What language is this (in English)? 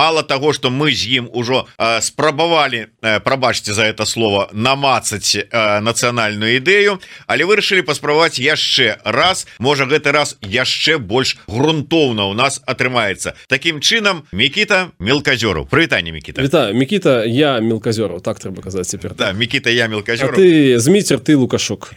Belarusian